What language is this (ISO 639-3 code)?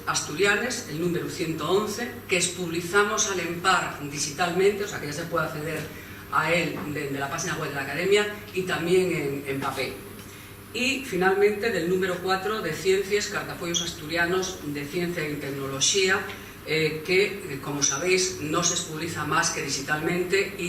ast